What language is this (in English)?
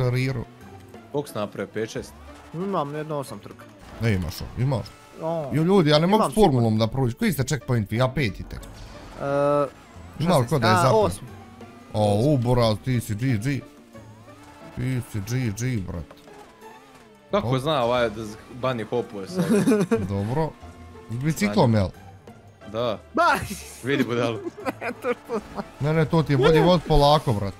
Bosnian